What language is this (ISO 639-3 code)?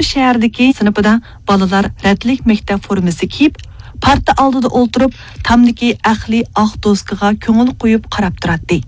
uig